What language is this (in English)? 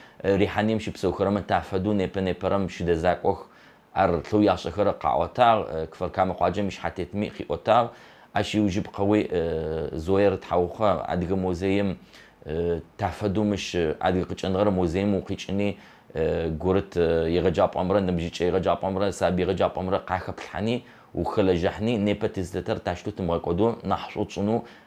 Adyghe